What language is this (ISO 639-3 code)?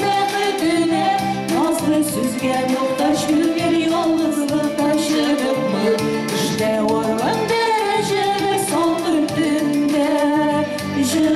bak